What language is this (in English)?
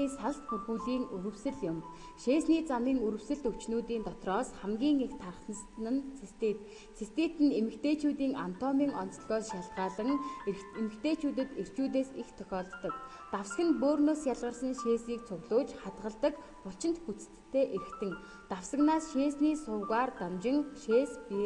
Mongolian